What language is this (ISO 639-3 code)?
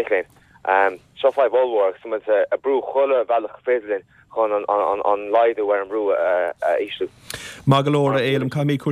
gle